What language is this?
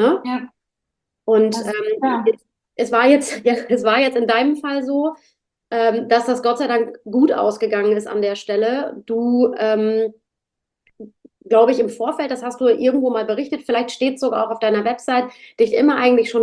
German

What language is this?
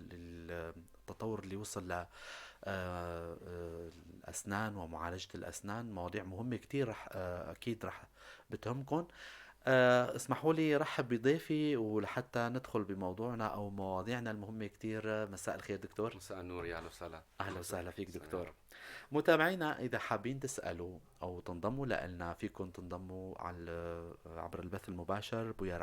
North Levantine Arabic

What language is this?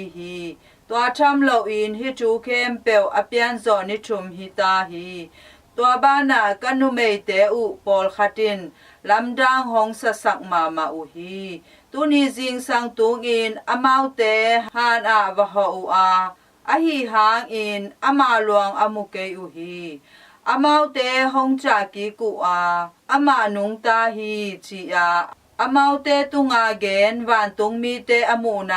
Tedim Chin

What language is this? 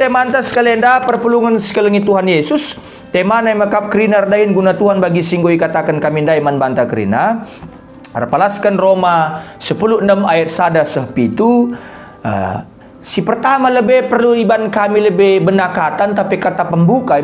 Batak Karo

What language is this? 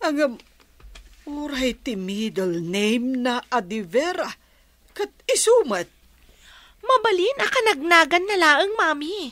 Iloko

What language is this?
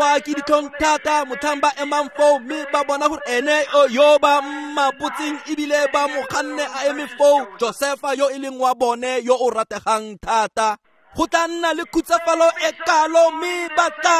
Tswana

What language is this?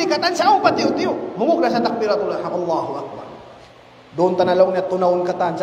Tausug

